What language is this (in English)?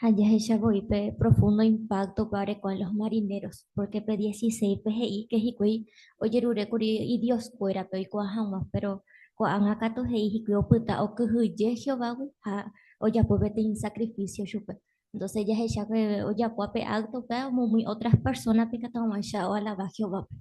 Guarani